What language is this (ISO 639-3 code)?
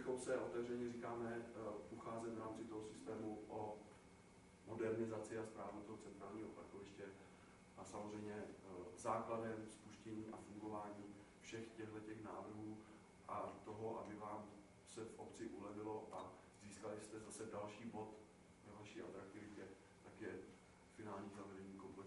ces